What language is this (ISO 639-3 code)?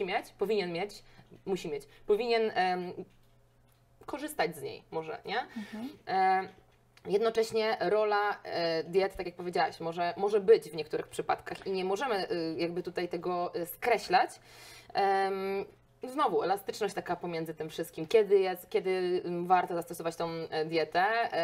pol